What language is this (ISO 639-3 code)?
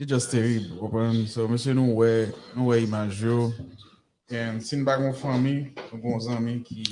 hat